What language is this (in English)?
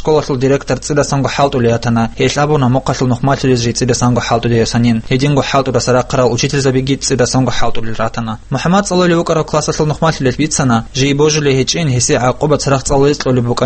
Avaric